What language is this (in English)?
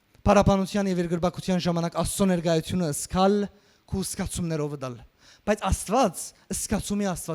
Western Armenian